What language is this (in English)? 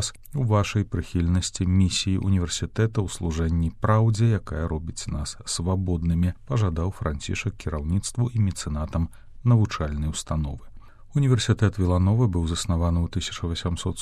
Belarusian